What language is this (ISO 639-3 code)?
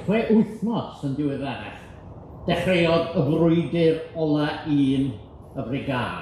cym